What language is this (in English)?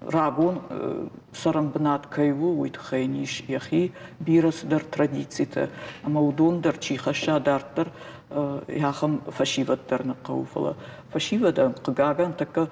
Ossetic